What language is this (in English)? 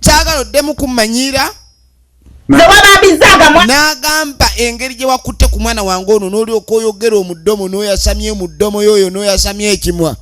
Ganda